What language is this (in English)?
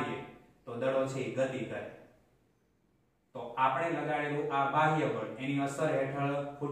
Gujarati